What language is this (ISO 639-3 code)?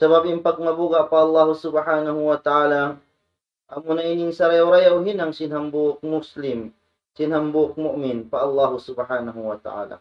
tsg